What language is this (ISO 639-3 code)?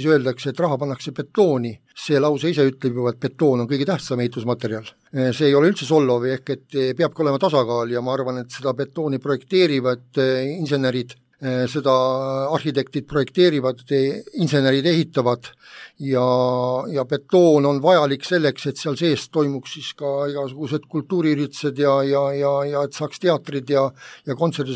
est